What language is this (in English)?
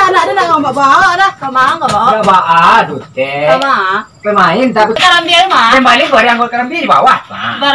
Minangkabau